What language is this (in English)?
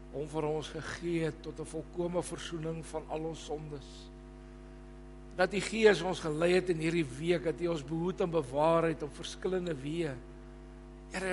Afrikaans